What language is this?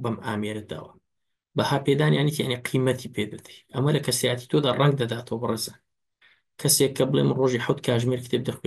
Central Kurdish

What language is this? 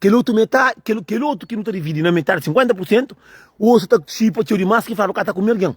Kabuverdianu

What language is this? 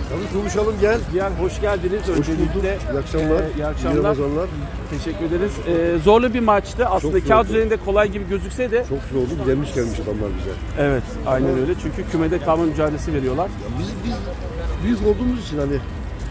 Turkish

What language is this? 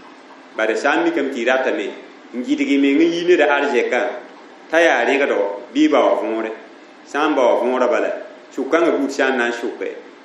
Mossi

